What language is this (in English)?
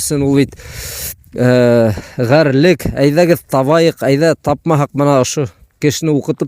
Bashkir